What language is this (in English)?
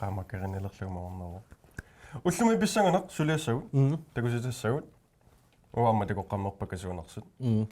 Kalaallisut